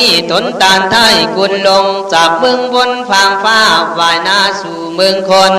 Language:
Khün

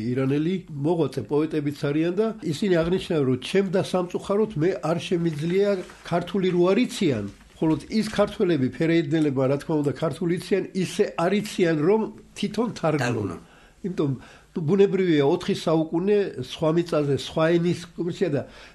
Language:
Georgian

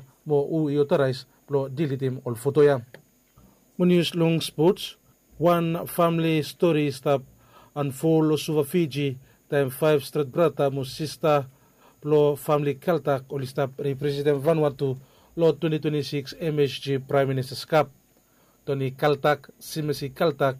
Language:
Bislama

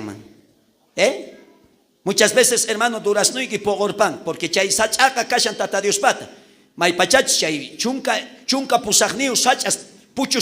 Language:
South Bolivian Quechua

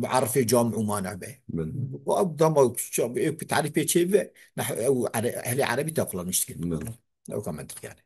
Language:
Kurdish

